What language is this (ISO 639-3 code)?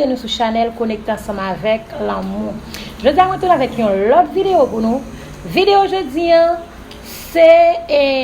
hat